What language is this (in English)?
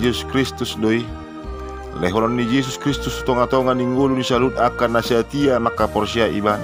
Batak Toba